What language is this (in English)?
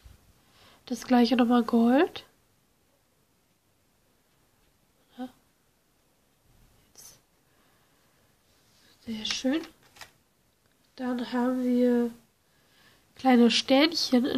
German